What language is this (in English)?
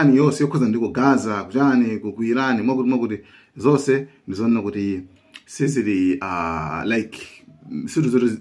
Nyanja